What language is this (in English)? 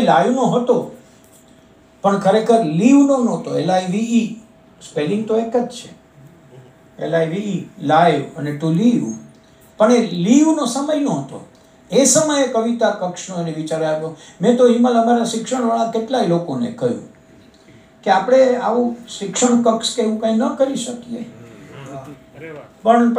Gujarati